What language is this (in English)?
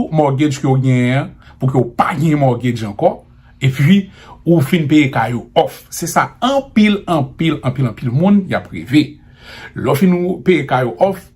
Haitian Creole